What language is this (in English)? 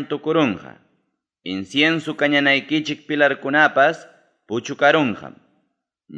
Ayacucho Quechua